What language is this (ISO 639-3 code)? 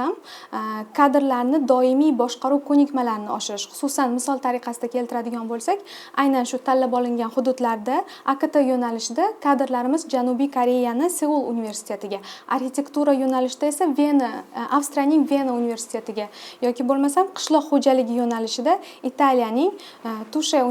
uzb